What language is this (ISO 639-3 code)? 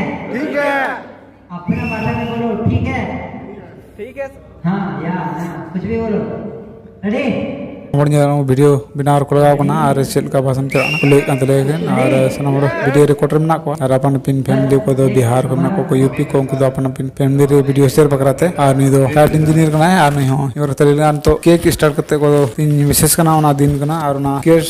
sat